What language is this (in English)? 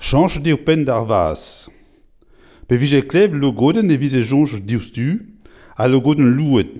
Breton